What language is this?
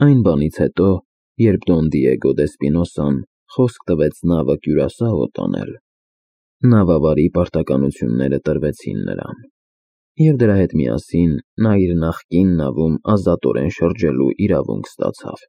Armenian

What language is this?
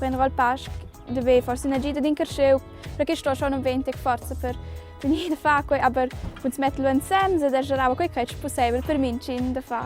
Romansh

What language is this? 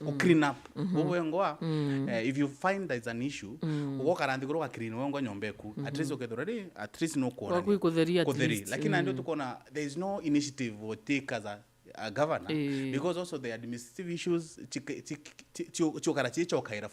Meru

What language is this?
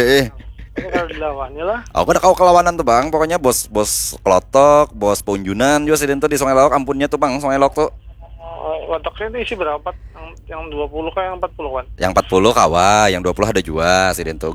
Banjar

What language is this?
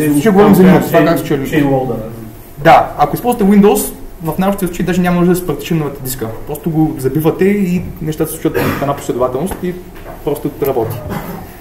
Bulgarian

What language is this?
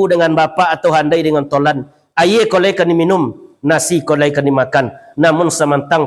Minangkabau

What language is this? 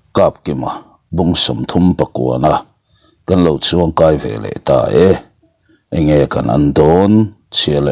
Mizo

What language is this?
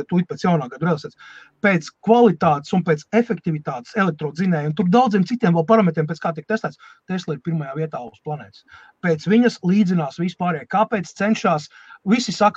Latvian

